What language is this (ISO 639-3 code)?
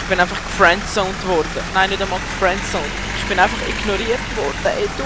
gsw